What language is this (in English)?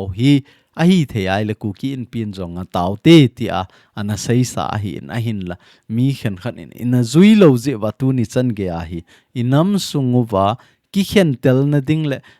Thado Chin